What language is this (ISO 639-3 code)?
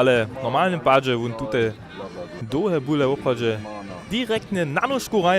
hsb